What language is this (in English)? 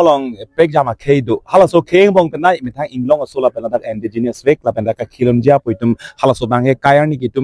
Karbi